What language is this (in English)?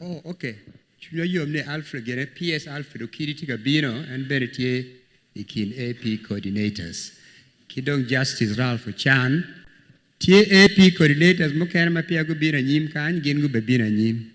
Acoli